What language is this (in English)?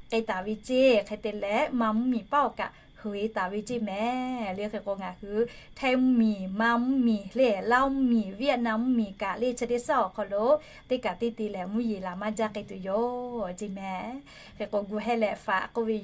Lahu